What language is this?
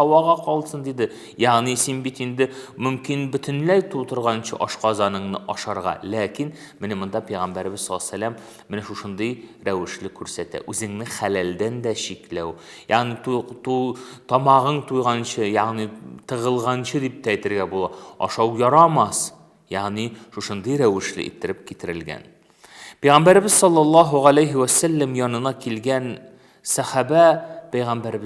Tatar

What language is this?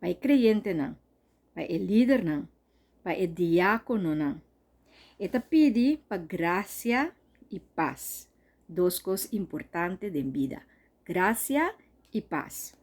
Papiamento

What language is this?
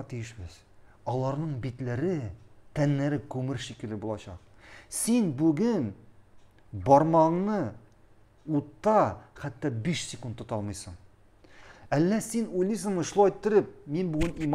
Tatar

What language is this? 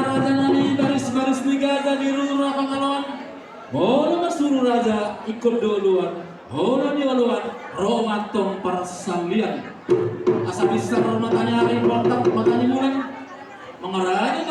Batak Toba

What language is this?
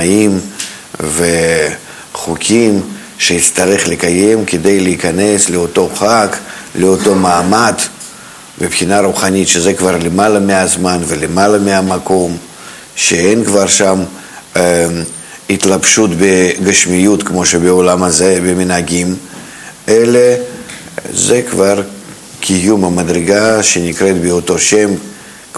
Hebrew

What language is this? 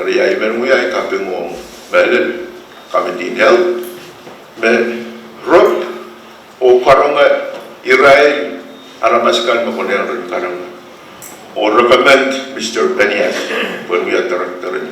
Pohnpeian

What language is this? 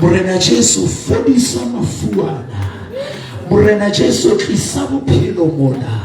Southern Sotho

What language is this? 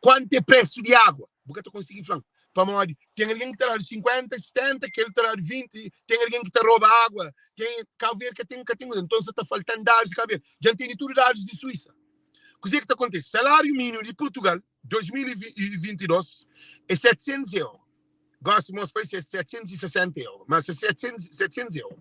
Kabuverdianu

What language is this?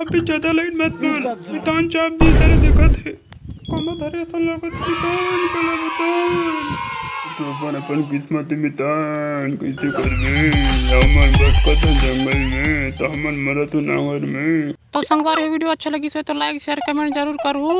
Chhattisgarhi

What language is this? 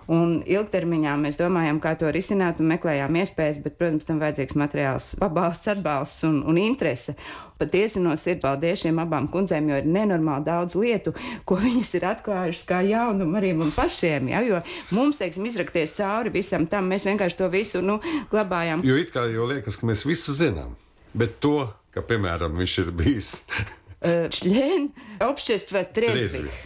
Latvian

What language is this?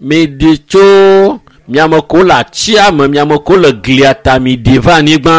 Ewe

